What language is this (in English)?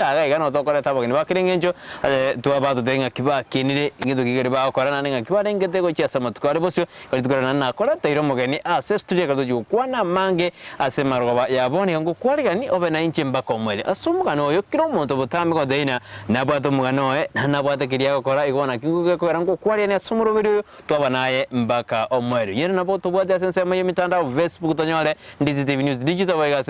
Gusii